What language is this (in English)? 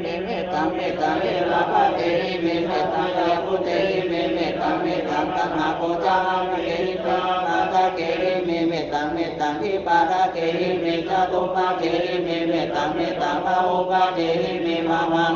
Pali